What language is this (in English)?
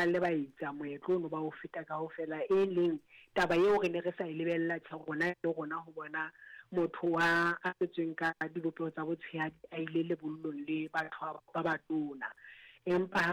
Southern Sotho